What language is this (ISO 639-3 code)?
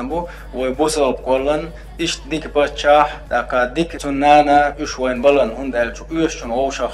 che